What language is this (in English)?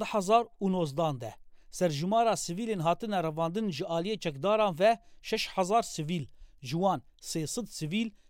Kurdish